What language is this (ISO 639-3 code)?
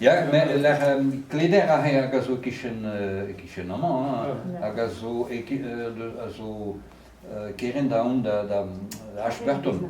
bre